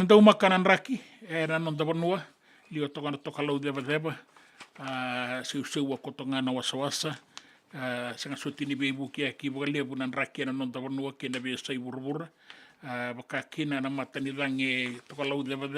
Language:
Fijian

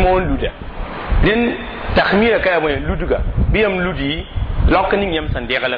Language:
Mossi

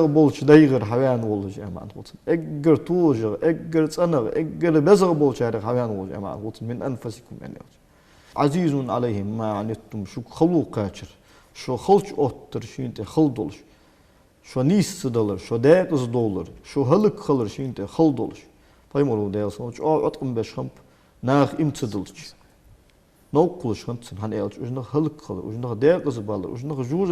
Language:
Ingush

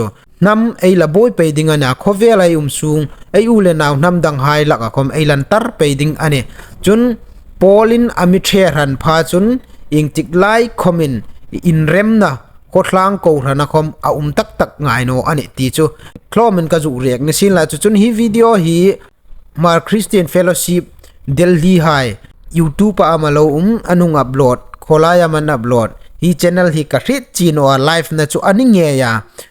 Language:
Hmar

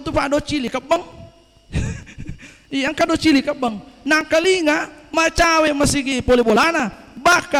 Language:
Buginese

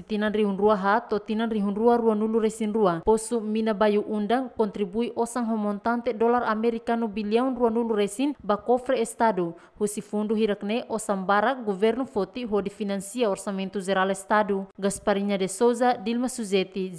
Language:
Tetum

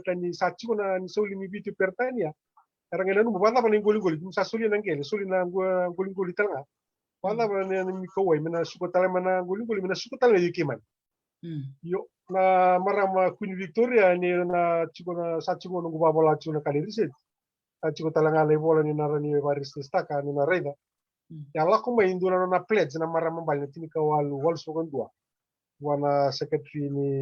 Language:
Fijian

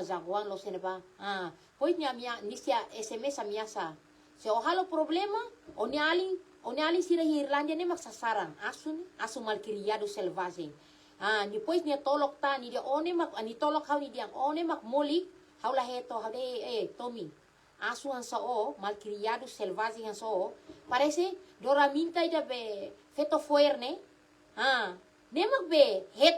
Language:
Tetum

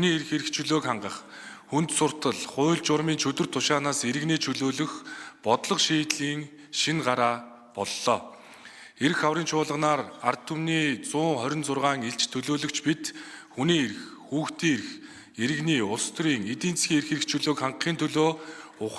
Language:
Mongolian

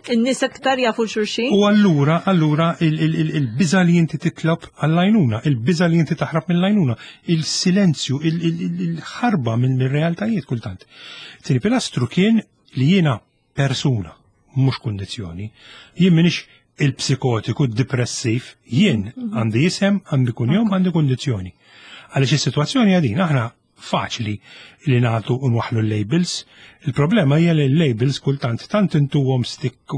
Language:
Maltese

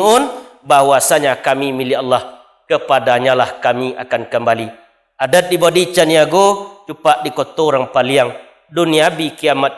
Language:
Minangkabau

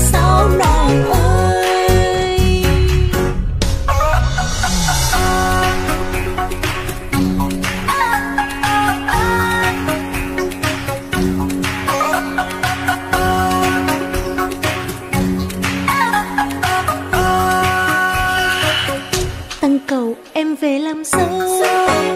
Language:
Vietnamese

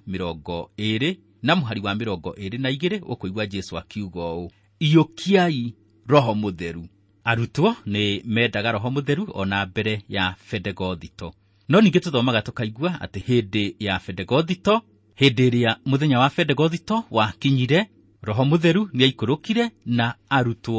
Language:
Kikuyu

